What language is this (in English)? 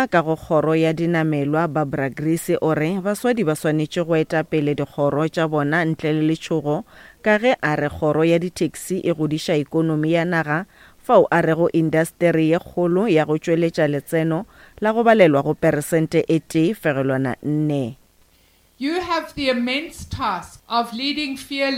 Northern Sotho